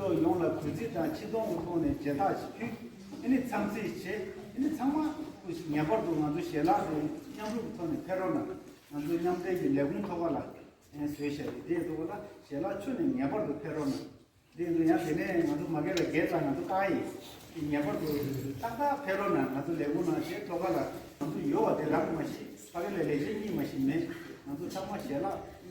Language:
Tibetan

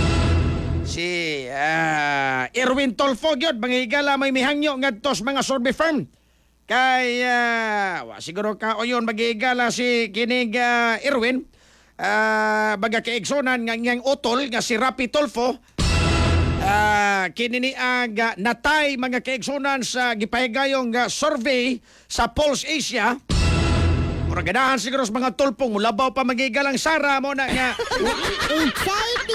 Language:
Cebuano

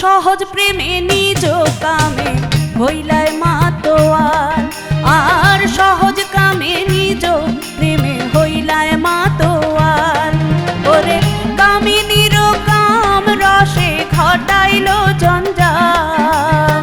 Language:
Sylheti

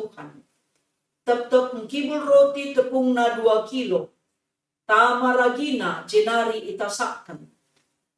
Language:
Batak Karo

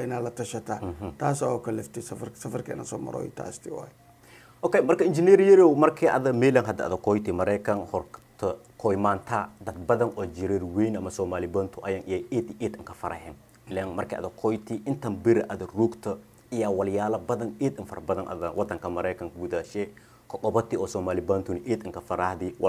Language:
Somali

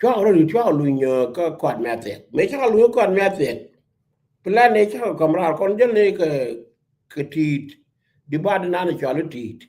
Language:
Nuer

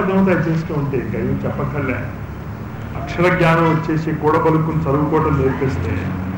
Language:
Telugu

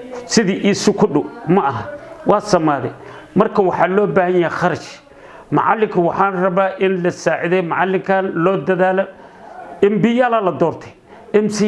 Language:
Somali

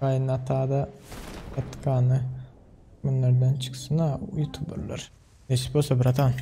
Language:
Turkmen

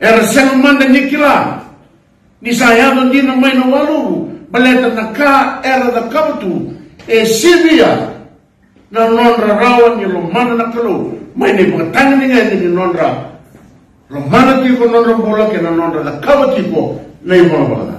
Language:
Fijian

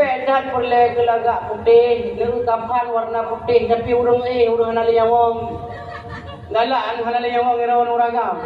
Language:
Achinese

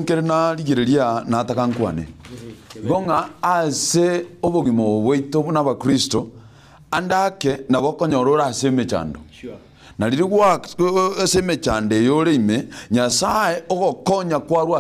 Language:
Gusii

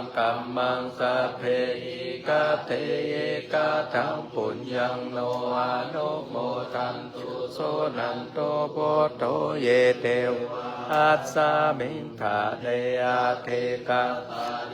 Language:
Pali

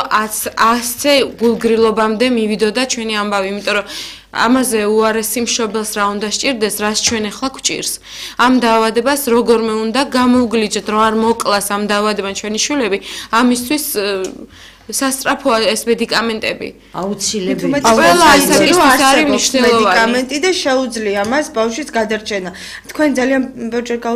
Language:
Georgian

